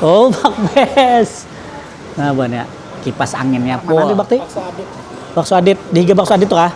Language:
Banjar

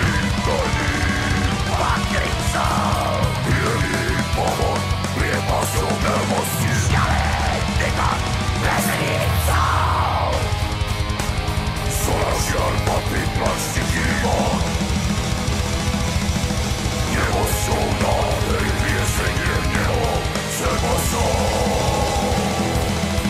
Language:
Slovak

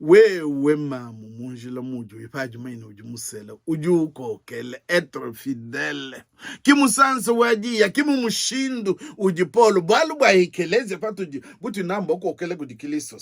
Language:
Luba-Lulua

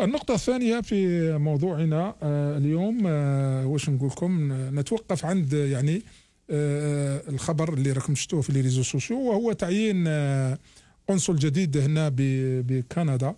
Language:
Algerian Arabic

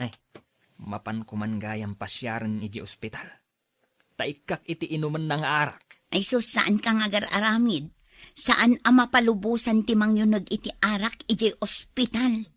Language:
Iloko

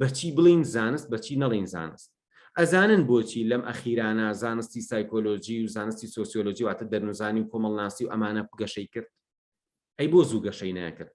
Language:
Central Kurdish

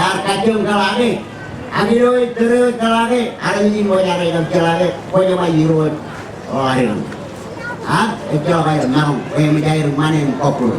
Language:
Marshallese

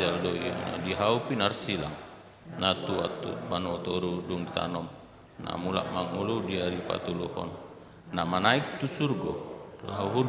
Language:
Batak Toba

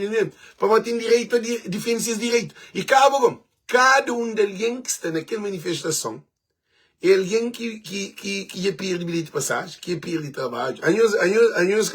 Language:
Kabuverdianu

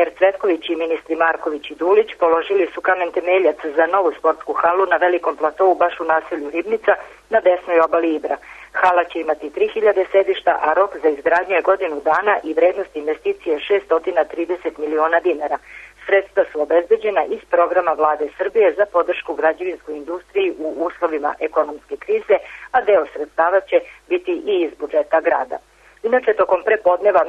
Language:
Serbian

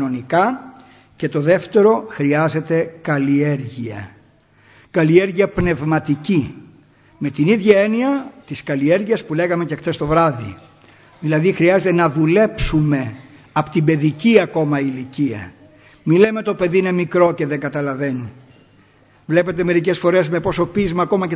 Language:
Greek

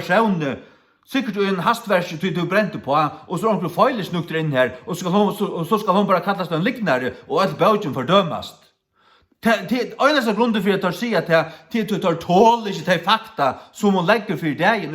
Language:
Faroese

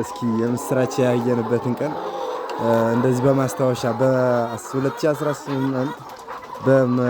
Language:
Amharic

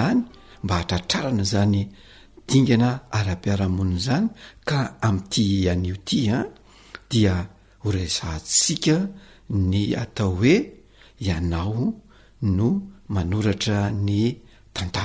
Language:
Malagasy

